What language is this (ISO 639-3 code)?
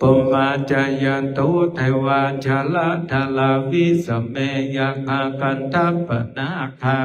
pli